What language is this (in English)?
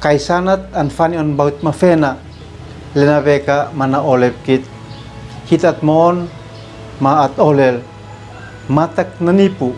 Uab Meto